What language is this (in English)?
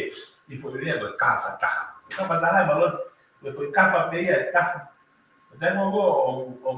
Tongan